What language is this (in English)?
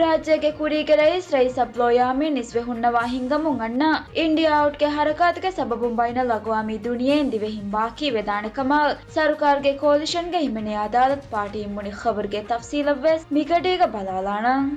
Divehi